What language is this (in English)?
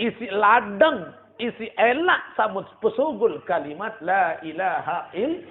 Sasak